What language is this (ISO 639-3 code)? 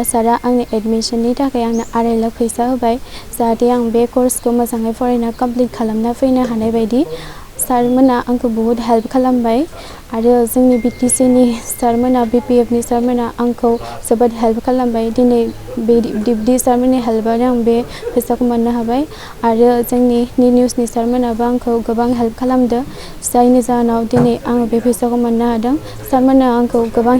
brx